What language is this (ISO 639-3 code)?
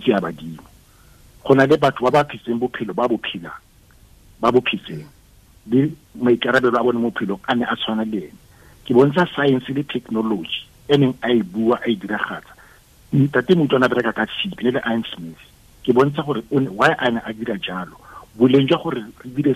tsn